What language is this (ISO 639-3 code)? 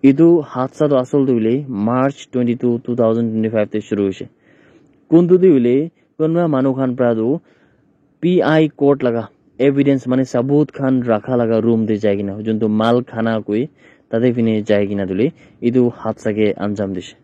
nag